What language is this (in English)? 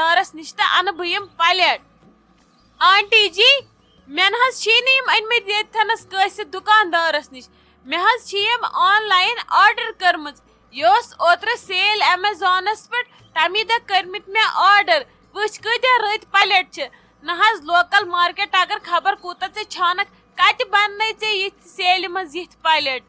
Kashmiri